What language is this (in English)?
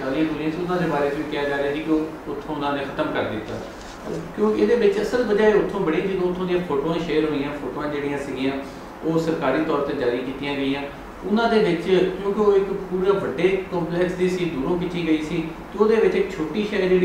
Punjabi